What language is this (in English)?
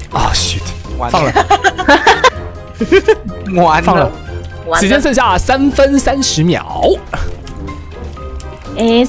Chinese